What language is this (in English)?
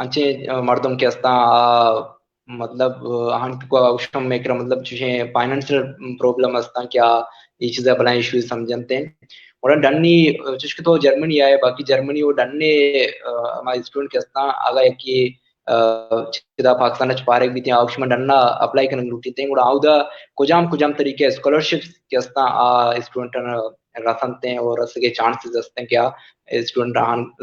Baluchi